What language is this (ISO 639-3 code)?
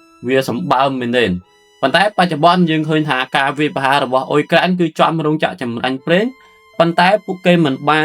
khm